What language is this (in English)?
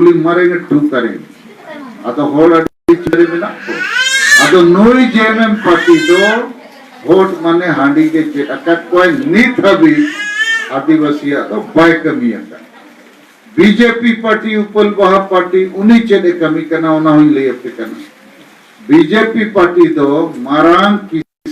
Santali